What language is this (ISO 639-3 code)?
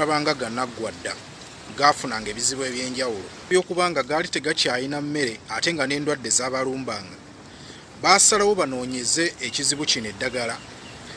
lug